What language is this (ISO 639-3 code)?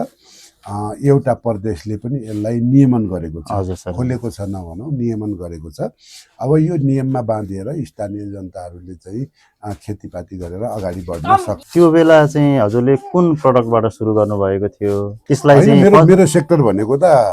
nep